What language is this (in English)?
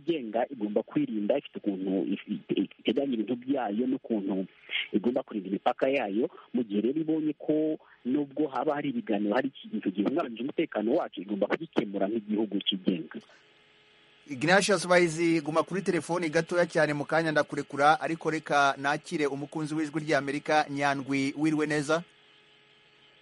Kinyarwanda